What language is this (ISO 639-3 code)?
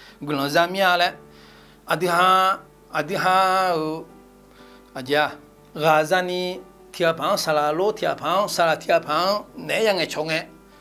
ahk